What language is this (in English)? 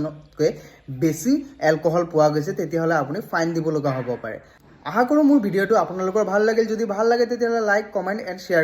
Assamese